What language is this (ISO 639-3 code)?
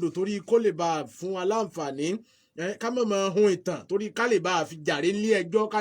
yor